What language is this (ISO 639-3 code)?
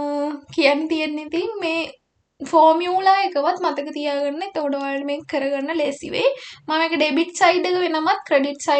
sin